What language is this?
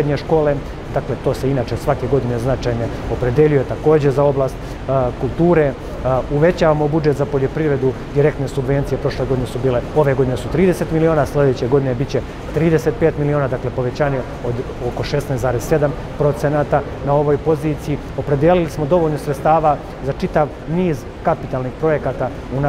Serbian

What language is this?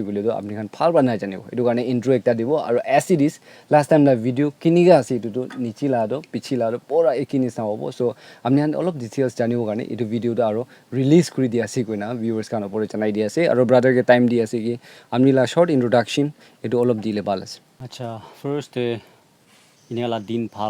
Naga Pidgin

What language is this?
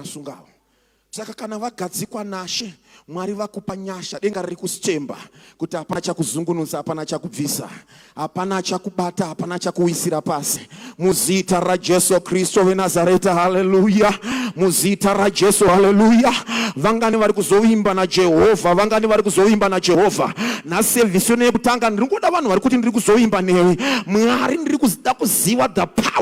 Shona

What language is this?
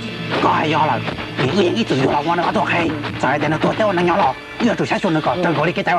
Hmong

